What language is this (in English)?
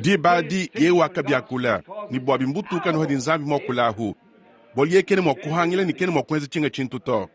Luba-Lulua